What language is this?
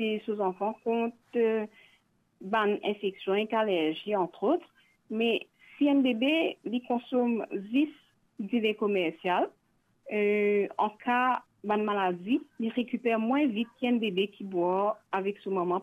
Morisyen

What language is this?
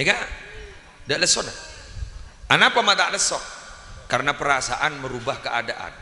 Madurese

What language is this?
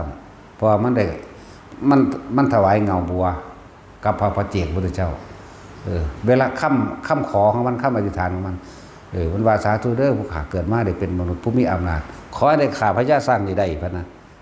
Northeastern Thai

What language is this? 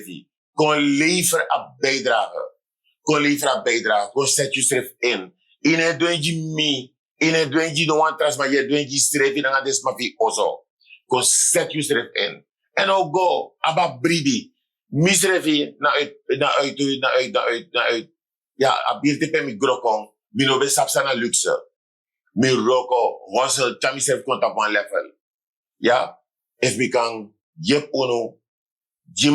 Sranan Tongo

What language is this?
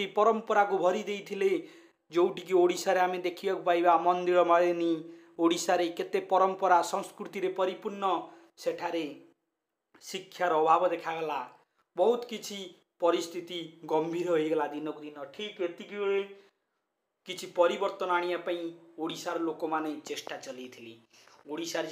Odia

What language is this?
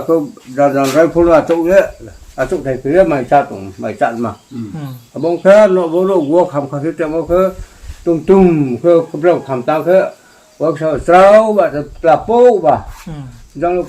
Riang (India)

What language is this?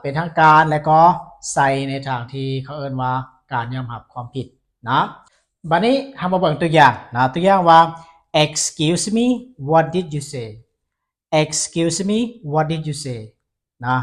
Lao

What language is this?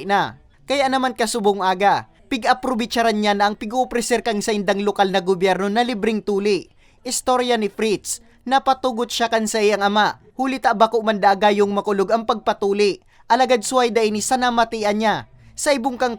Bikol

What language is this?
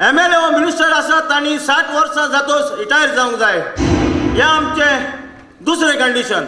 Konkani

